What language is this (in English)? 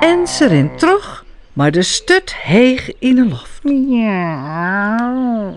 Western Frisian